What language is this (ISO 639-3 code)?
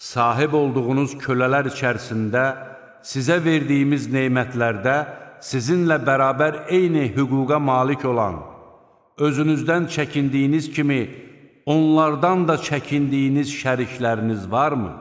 aze